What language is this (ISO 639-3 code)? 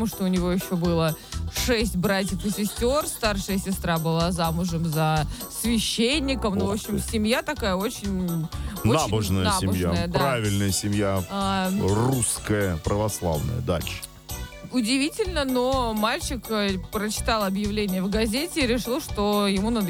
rus